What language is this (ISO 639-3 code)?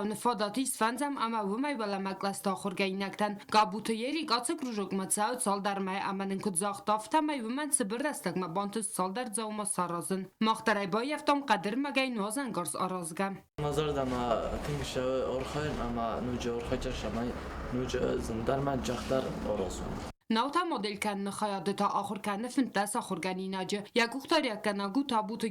oss